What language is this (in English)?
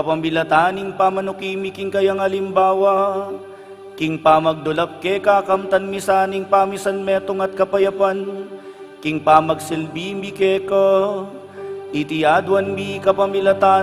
Pampanga